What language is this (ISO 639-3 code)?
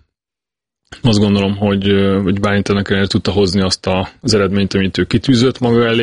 hun